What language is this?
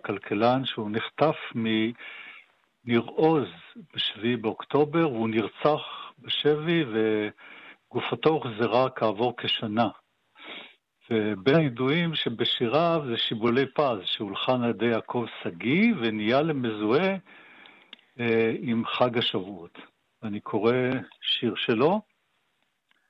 Hebrew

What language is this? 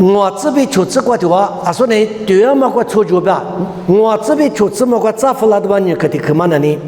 Lisu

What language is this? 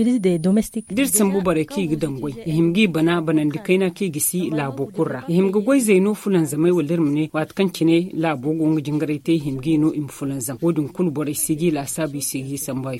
Zarma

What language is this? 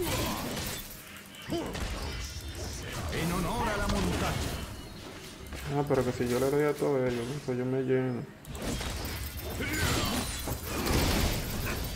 Spanish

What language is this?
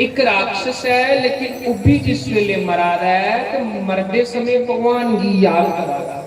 Dogri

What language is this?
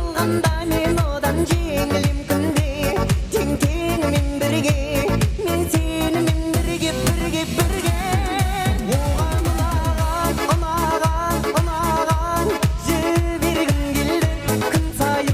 Kara-Kalpak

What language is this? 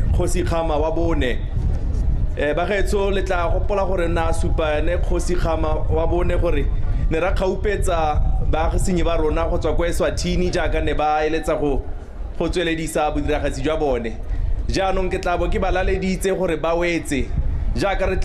Tswana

